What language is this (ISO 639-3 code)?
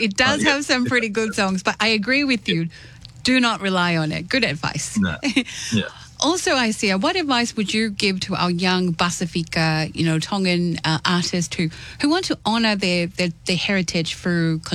eng